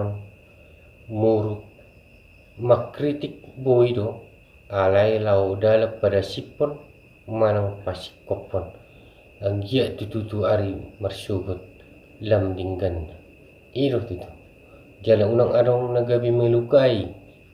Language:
Batak Toba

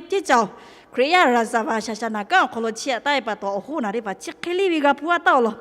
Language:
Lahu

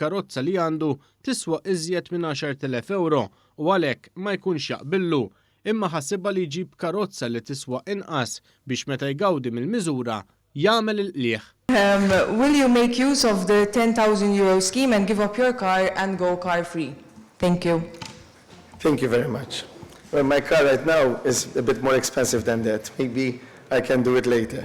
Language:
Maltese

